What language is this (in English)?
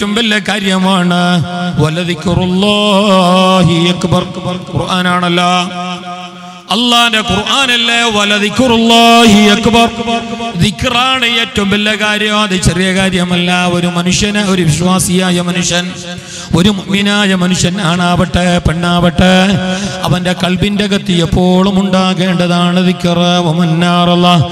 Malayalam